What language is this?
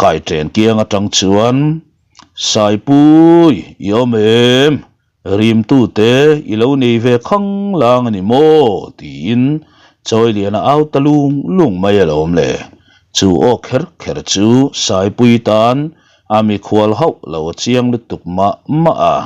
Mizo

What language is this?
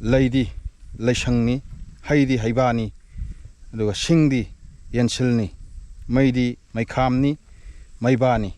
Manipuri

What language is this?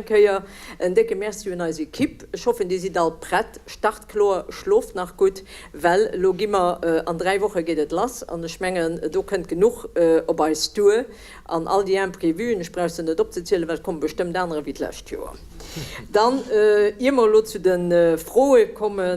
Luxembourgish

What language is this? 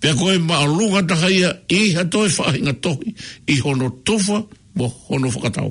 Tongan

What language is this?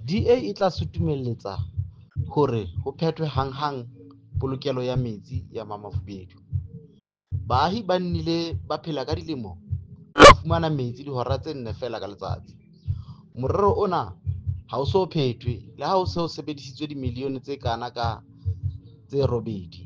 Southern Sotho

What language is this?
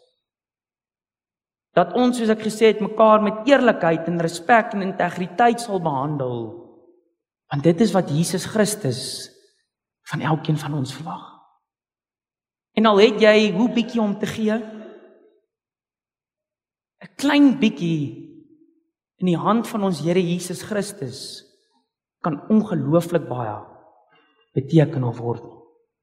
Afrikaans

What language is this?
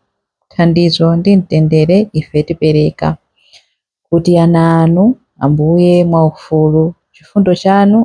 Nyanja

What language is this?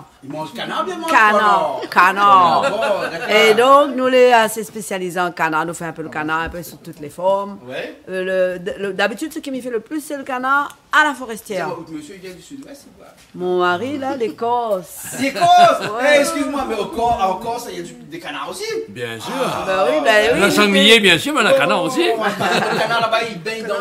Réunion Creole French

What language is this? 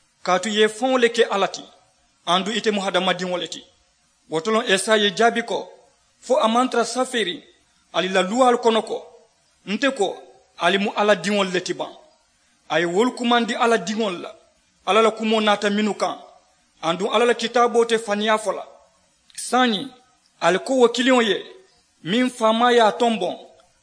Mandingo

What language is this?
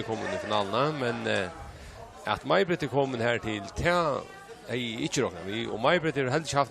Faroese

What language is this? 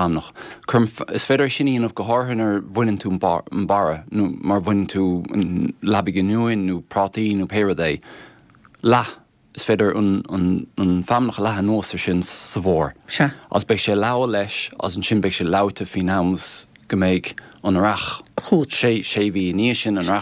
Irish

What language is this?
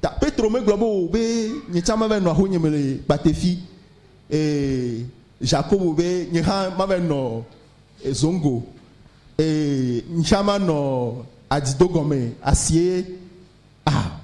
Ewe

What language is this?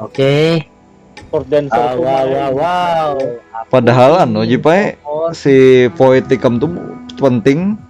Banjar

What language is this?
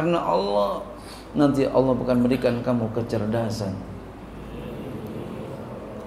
Indonesian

